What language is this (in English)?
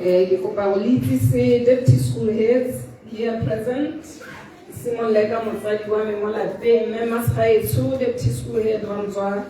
Tswana